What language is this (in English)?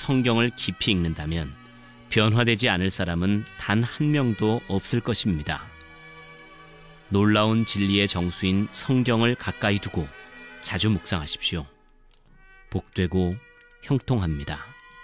Korean